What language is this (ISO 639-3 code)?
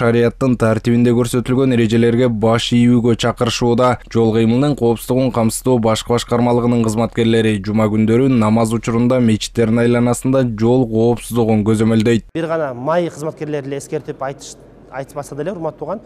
kir